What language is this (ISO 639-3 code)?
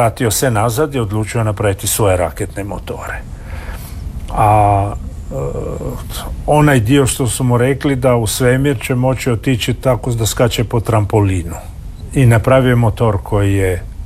hrv